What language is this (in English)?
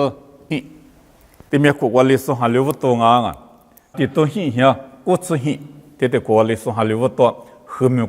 Lisu